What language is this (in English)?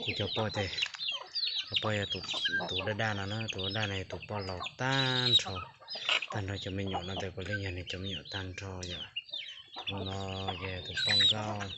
Hmong